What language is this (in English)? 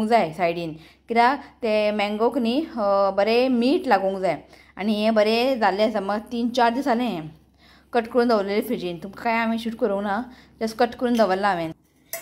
Konkani